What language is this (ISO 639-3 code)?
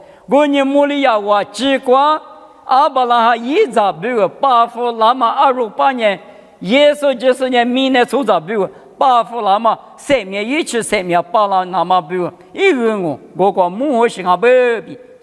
lis